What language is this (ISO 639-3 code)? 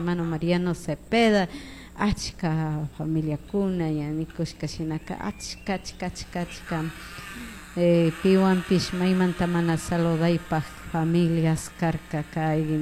qug